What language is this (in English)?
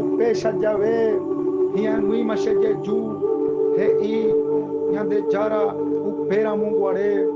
Guarani